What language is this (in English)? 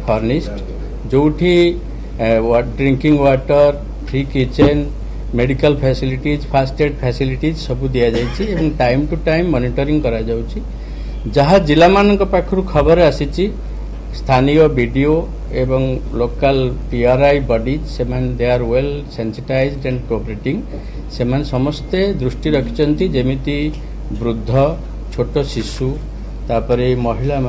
Odia